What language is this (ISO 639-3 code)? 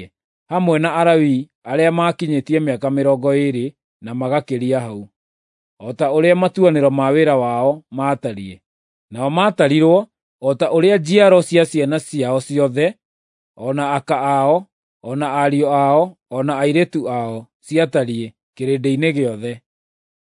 kik